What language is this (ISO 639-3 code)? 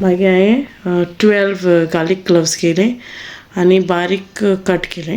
kok